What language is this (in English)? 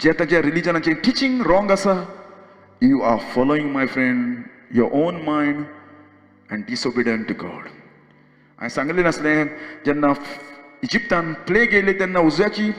Konkani